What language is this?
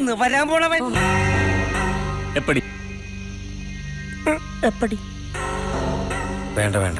Malayalam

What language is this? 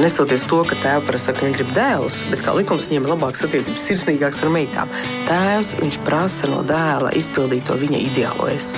Latvian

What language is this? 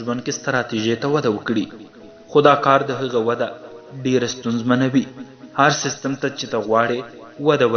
Pashto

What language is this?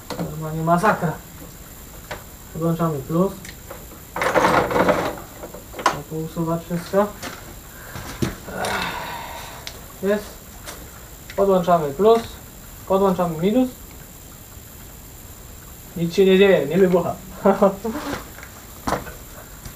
Polish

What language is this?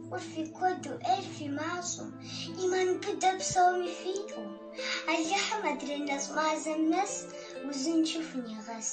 Kabardian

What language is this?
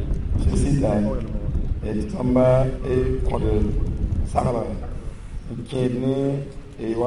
Mossi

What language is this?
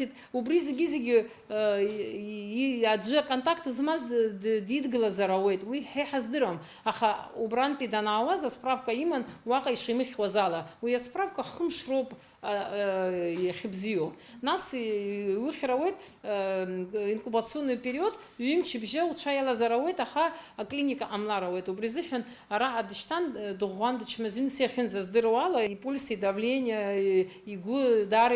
Abkhazian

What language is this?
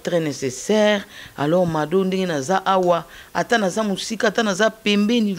Lingala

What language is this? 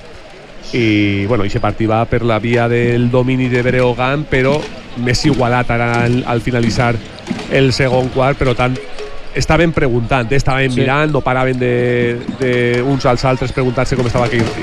Catalan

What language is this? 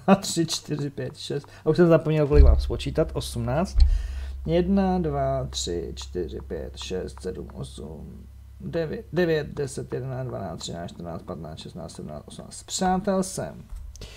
Czech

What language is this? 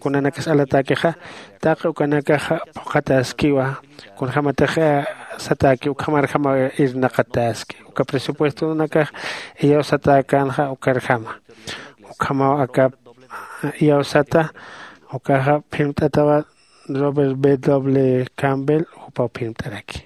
Aymara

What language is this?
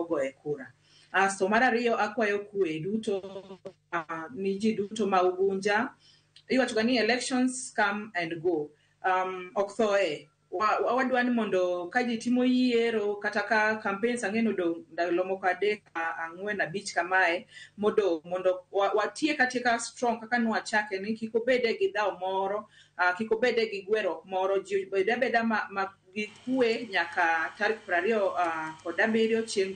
Luo (Kenya and Tanzania)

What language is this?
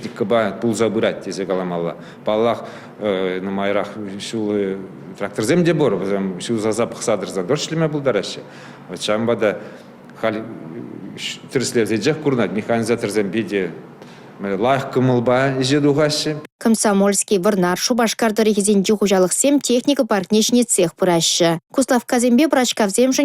Chuvash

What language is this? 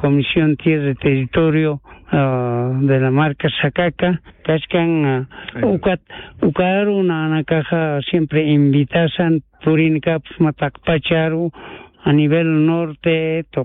Aymara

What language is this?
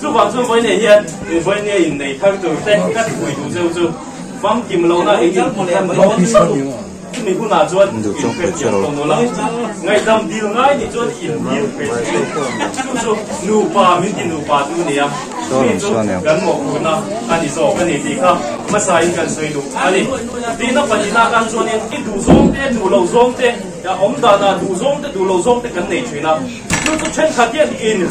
Mizo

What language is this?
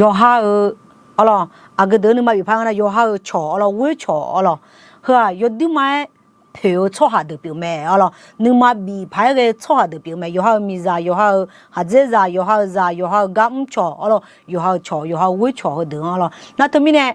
Akha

